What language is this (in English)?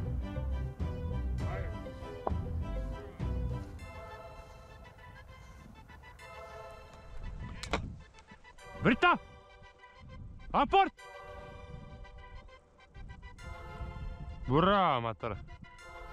Serbian